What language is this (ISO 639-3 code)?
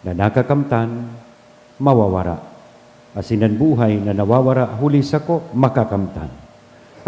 bik